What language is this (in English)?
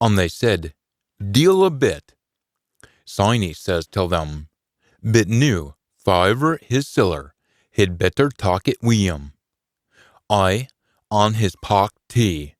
Scots